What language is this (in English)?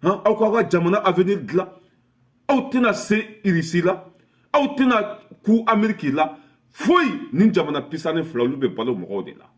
Bambara